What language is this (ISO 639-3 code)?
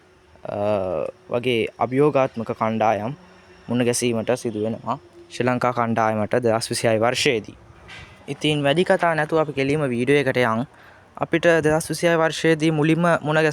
sin